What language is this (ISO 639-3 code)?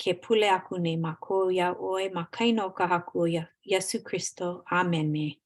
haw